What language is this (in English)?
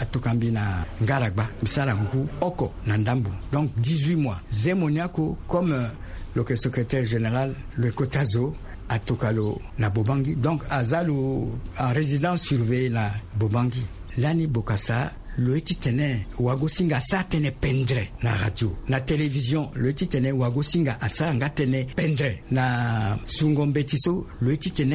Sango